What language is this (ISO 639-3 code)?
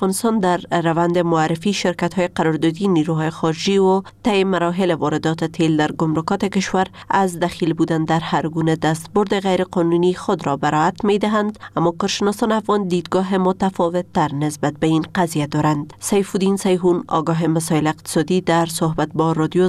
fas